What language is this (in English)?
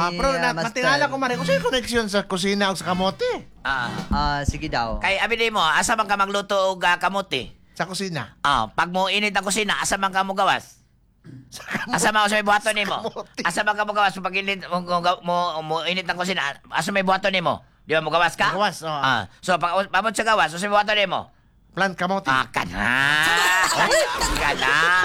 Cebuano